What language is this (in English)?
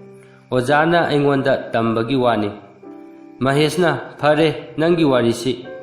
Manipuri